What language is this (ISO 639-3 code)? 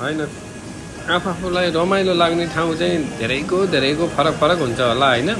nep